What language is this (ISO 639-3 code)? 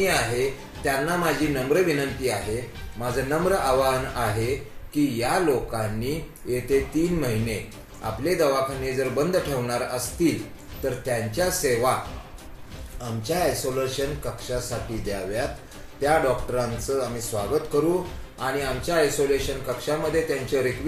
mar